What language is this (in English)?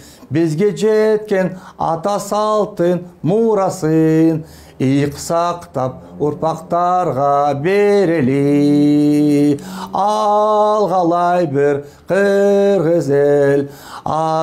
Kyrgyz